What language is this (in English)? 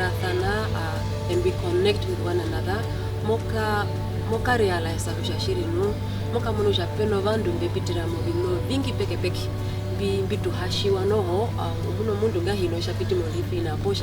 Herero